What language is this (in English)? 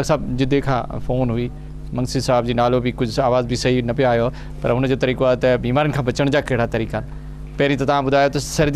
Sindhi